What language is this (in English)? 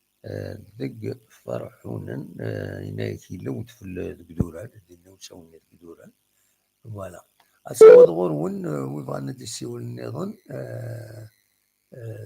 Kabyle